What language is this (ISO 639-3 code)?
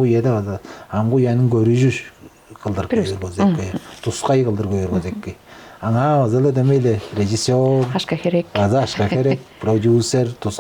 tyv